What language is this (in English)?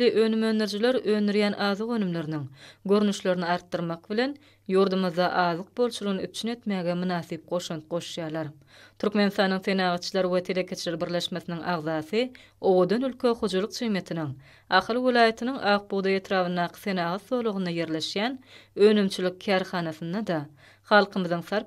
Turkmen